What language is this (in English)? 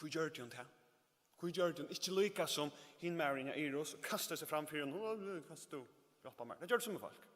Faroese